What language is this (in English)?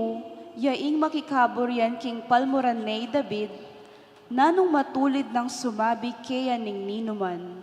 Pampanga